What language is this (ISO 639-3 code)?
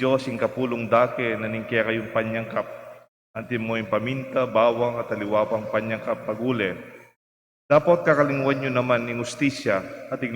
pam